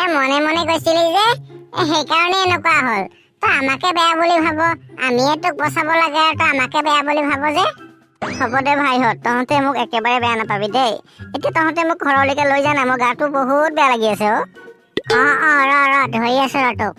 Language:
Assamese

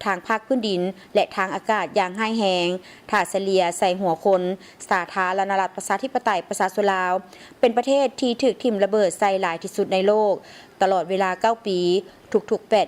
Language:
Lao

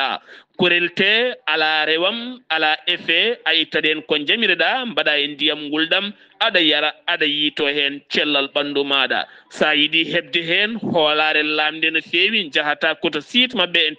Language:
Fula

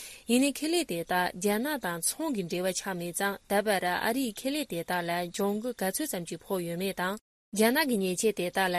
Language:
Tibetan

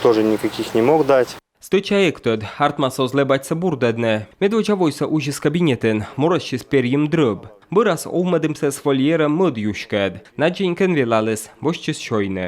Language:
Komi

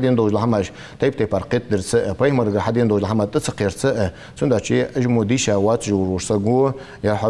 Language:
Ingush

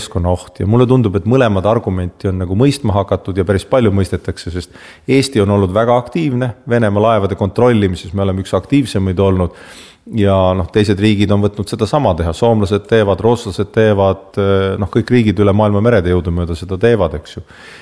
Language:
Estonian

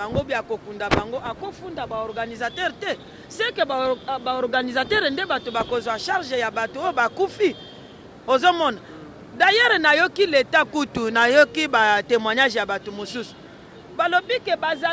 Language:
Lingala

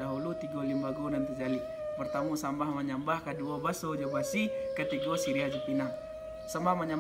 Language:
Minangkabau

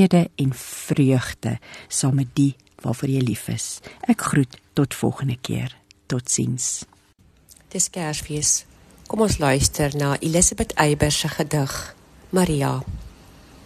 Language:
Afrikaans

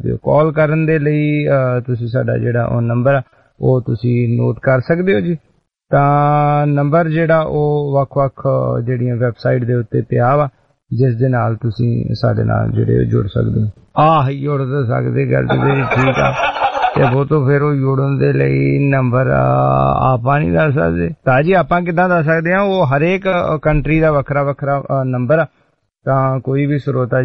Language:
Punjabi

